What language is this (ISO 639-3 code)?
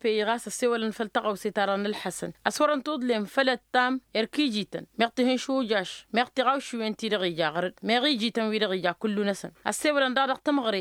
taq